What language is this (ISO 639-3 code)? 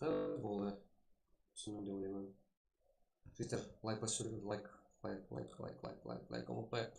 kaa